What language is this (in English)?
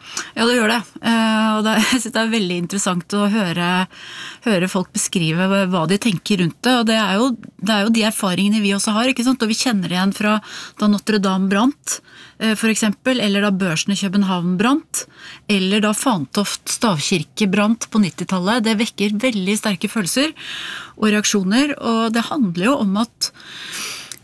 Norwegian